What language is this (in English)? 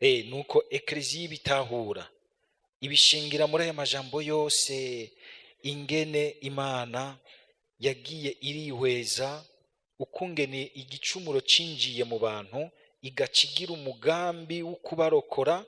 Rundi